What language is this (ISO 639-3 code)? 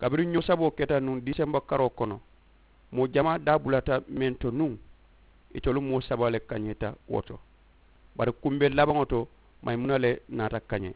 man